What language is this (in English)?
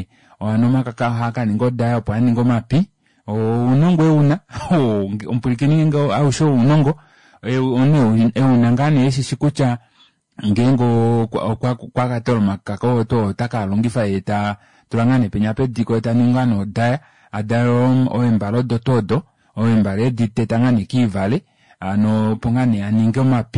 Kuanyama